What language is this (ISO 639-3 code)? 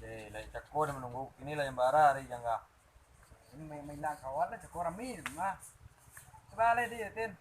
min